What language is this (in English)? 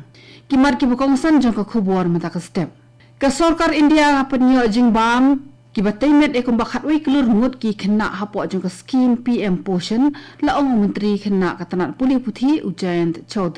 Khasi